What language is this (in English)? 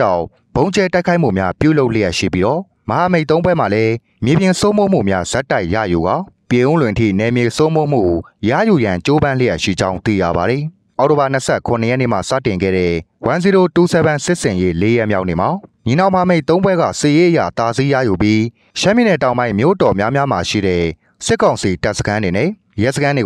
Burmese